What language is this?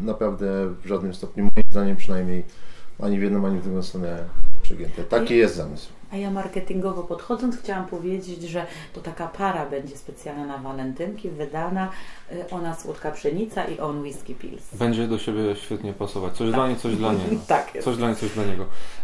Polish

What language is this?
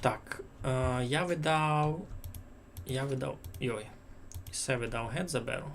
Rusyn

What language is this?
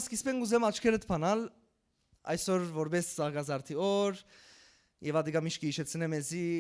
Western Armenian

